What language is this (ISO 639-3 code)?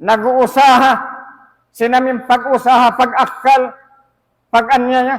tsg